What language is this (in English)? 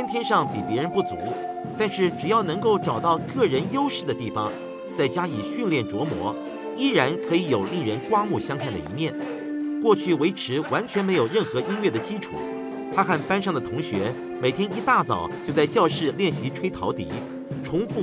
Chinese